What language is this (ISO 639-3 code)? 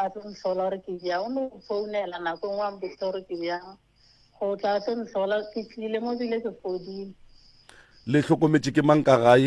nso